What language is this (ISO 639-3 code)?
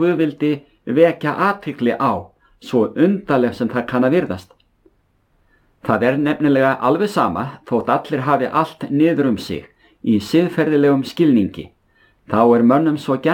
isl